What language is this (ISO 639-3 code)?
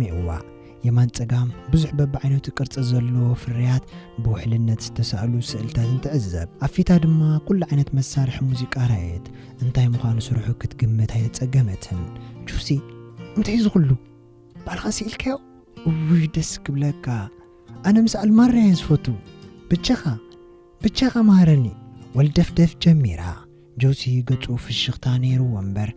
tir